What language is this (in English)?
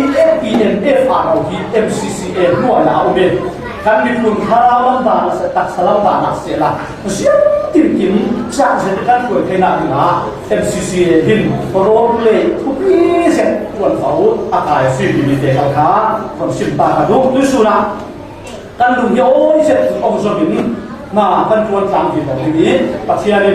Falam Chin